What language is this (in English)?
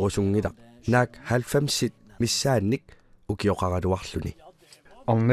Kalaallisut